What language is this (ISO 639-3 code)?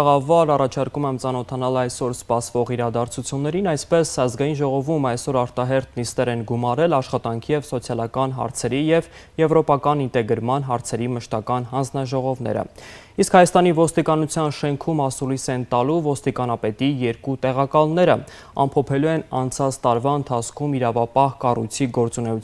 hye